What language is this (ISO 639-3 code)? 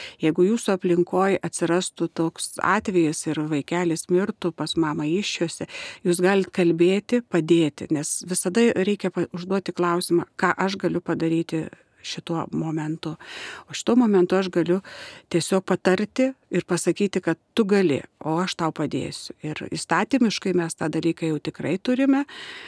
lit